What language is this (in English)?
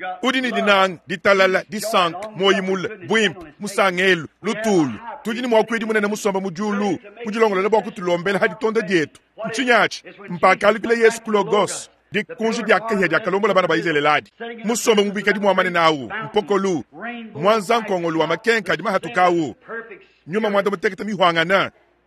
Luba-Lulua